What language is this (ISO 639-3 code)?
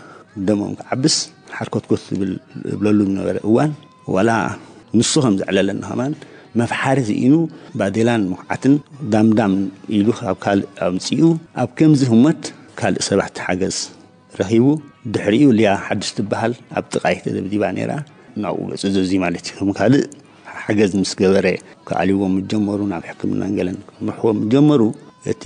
tir